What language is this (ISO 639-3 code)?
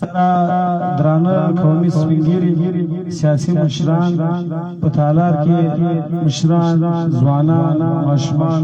pus